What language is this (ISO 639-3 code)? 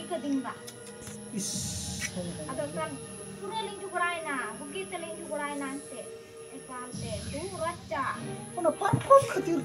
sat